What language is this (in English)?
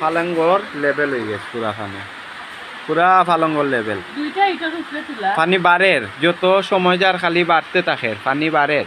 Sylheti